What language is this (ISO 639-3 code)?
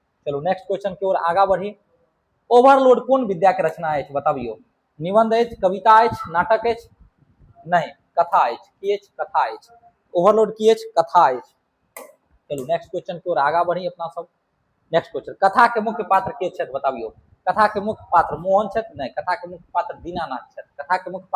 mai